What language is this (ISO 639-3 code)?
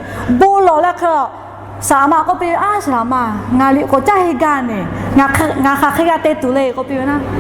lhu